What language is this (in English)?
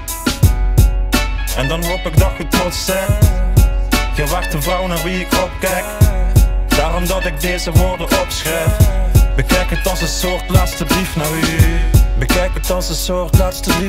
Dutch